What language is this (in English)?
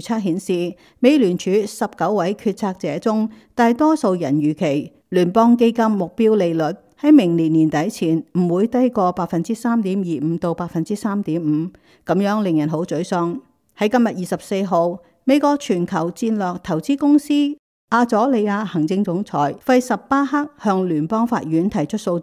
Cantonese